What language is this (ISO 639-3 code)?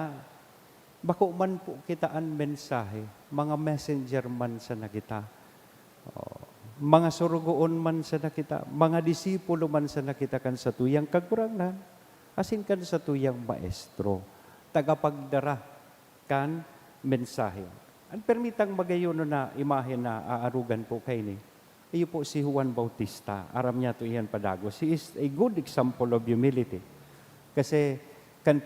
bik